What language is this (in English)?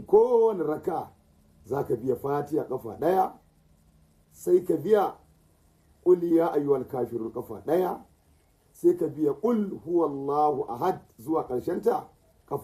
Hausa